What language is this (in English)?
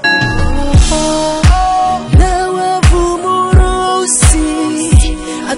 Kinyarwanda